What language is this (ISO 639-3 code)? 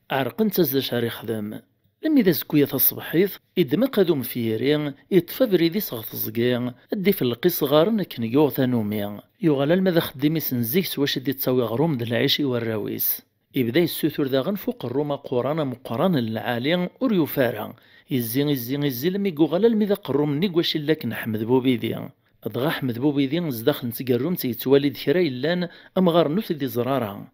kab